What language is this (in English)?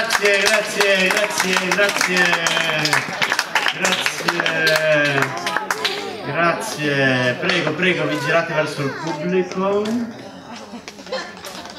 Italian